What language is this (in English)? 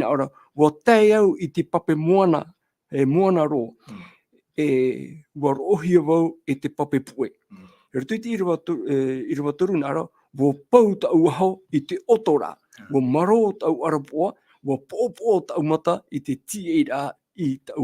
Tahitian